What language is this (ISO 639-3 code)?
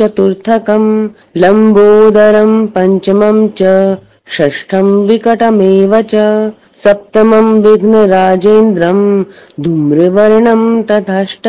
san